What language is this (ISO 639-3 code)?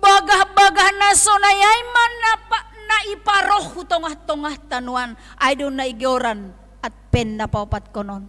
bts